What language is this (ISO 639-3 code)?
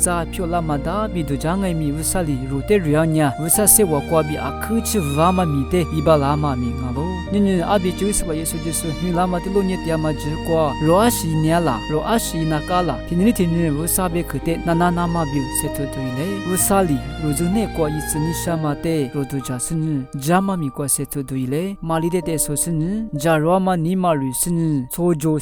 lis